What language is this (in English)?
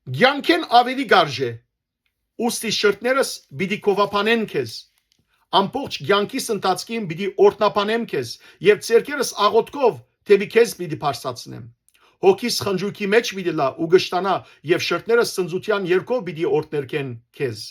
Western Armenian